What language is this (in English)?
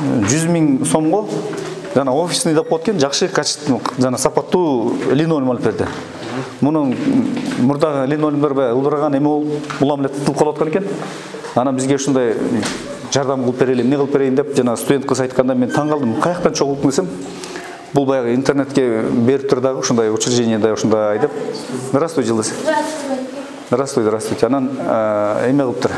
Kyrgyz